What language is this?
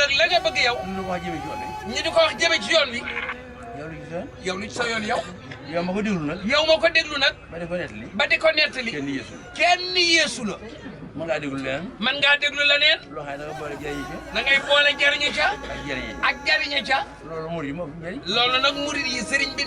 Wolof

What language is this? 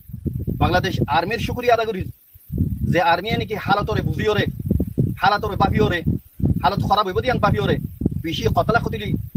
Rohingya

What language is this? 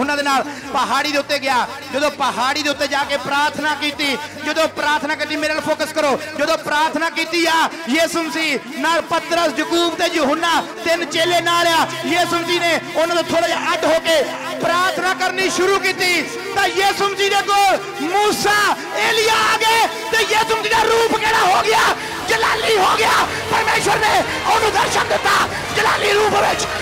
Punjabi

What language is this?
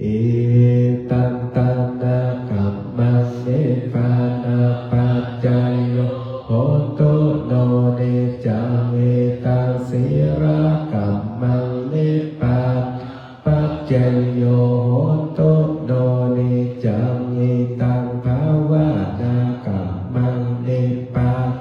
Pali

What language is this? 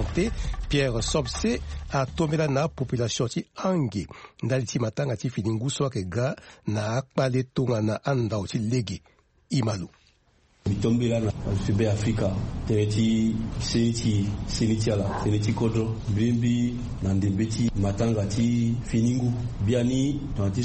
Sango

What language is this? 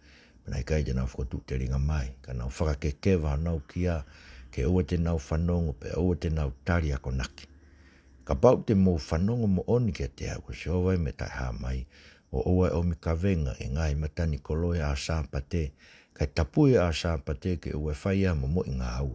Tongan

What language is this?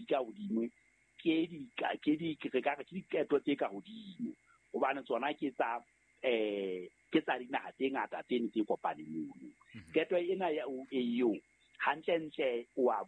Southern Sotho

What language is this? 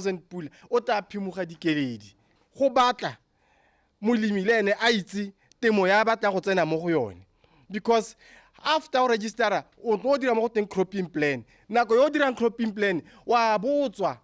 Tswana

